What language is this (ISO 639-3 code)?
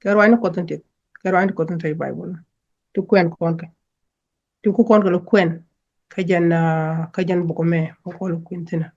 nus